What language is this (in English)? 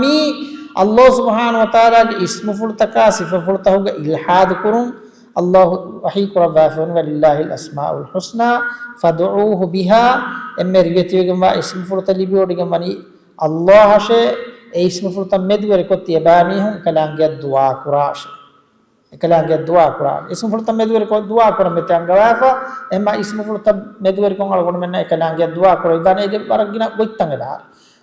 Divehi